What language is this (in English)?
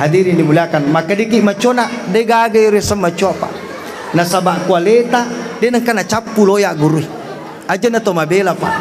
Buginese